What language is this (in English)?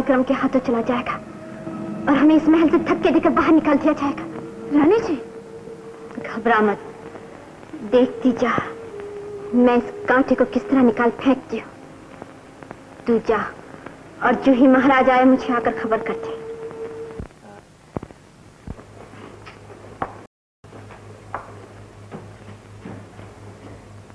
Hindi